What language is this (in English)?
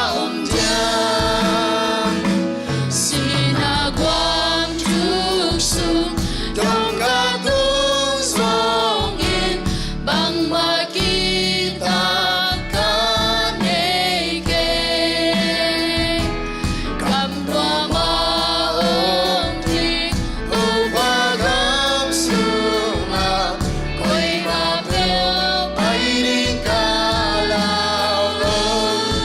Tedim Chin